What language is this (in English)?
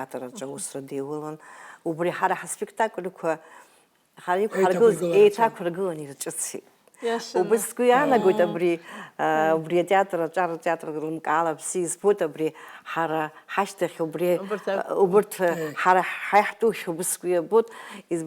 Abkhazian